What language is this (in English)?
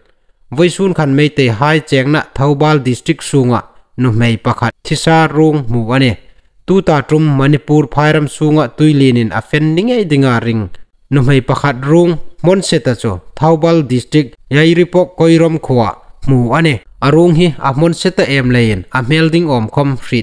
Hmar